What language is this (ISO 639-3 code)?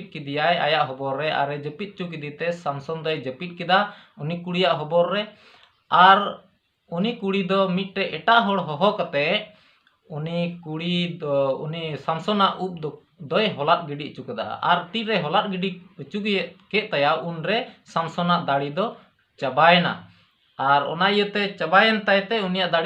sat